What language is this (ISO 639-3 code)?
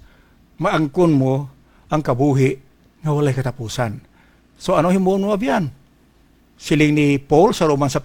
hil